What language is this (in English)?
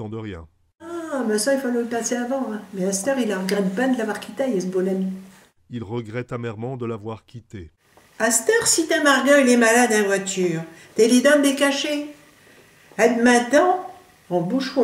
Picard